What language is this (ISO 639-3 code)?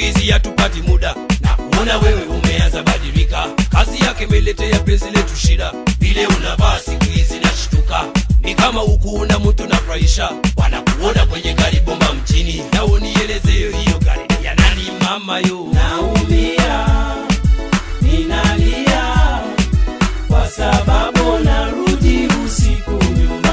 swa